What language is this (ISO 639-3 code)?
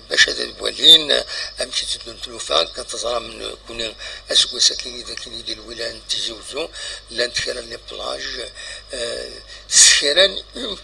kab